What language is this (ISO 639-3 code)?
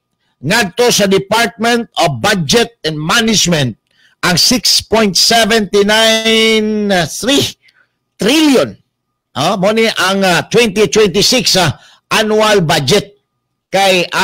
ceb